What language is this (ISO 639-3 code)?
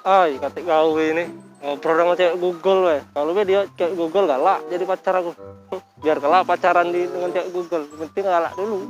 mui